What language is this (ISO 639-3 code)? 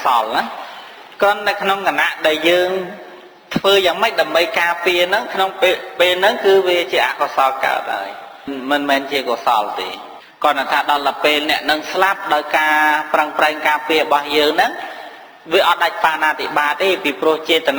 khm